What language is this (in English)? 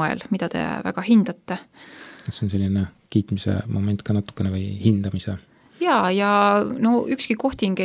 Estonian